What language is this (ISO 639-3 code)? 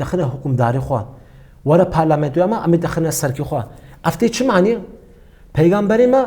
kur